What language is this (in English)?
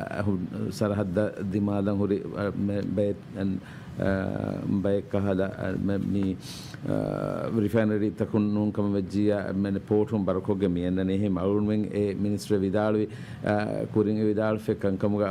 Divehi